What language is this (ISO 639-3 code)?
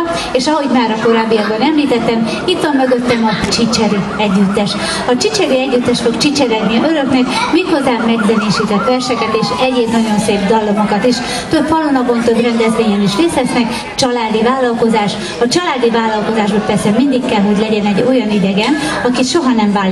hun